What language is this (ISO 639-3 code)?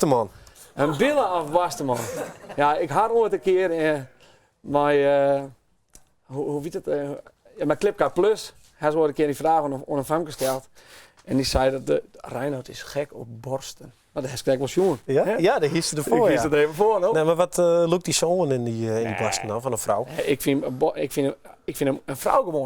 fry